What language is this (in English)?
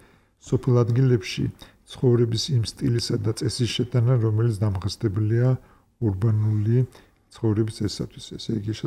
Georgian